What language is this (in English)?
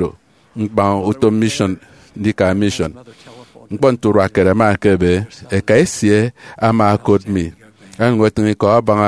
Efik